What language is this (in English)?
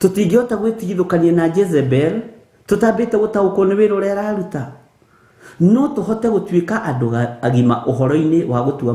Kikuyu